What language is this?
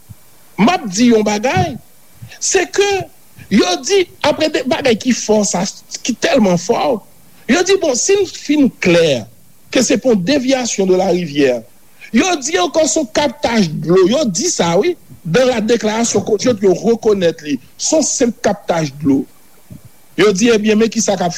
Haitian Creole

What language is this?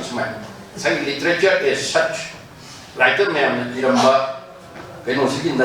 Manipuri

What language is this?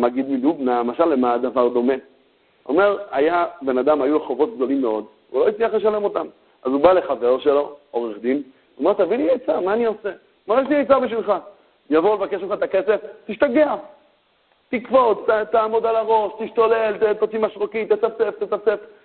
Hebrew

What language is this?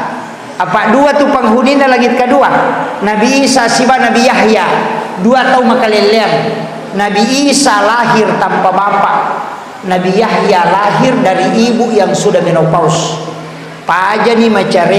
Buginese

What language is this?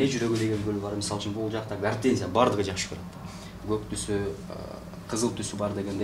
Kyrgyz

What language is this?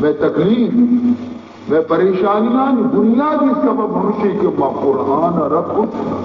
Baluchi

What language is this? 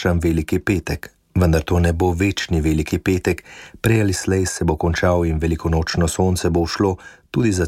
Slovenian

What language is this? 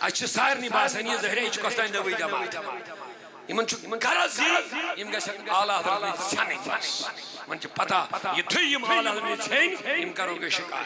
Kashmiri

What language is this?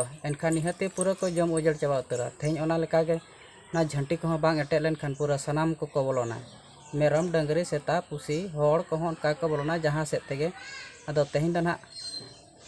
Santali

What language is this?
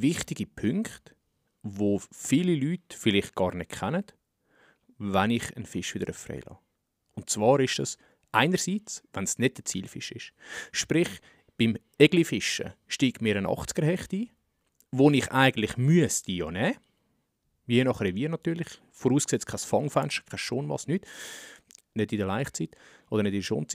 Swiss German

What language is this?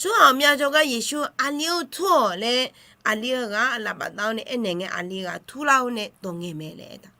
Akha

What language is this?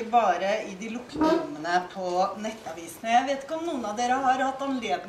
Norwegian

